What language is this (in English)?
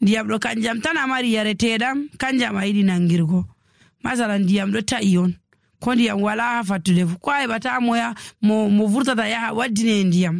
Nigerian Fulfulde